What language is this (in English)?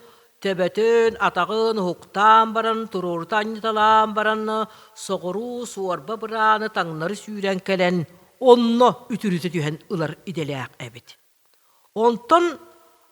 Yakut